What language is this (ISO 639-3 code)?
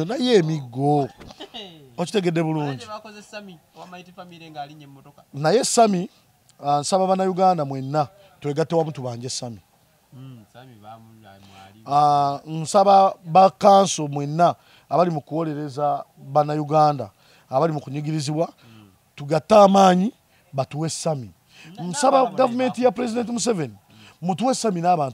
lug